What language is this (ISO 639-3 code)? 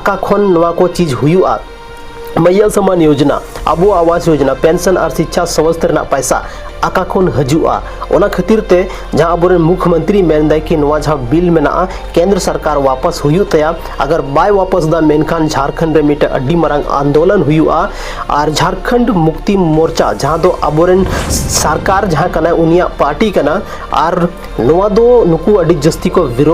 sat